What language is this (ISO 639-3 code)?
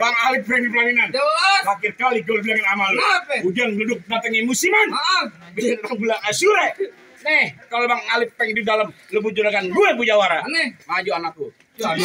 bew